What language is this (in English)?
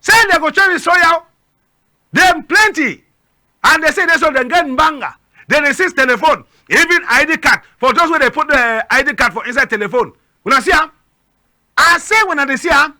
Cameroon Pidgin